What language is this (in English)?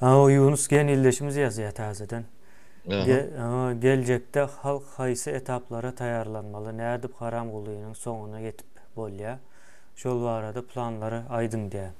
Turkmen